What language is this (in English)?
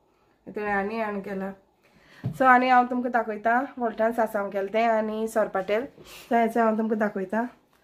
Konkani